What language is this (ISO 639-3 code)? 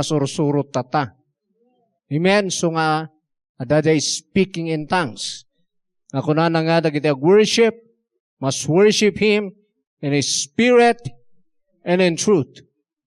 ilo